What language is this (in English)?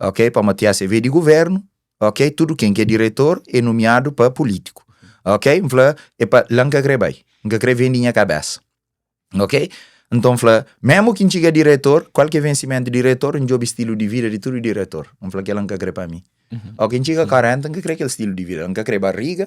Kabuverdianu